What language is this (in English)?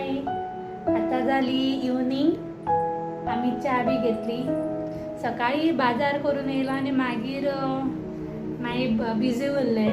Konkani